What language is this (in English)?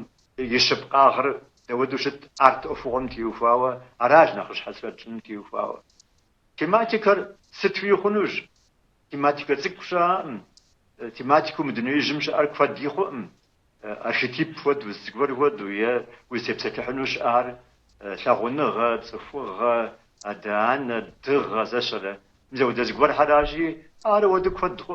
Kabardian